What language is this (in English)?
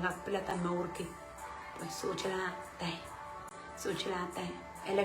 Pohnpeian